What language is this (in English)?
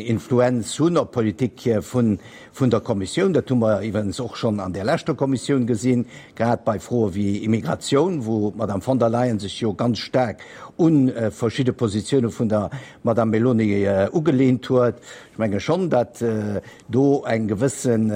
Luxembourgish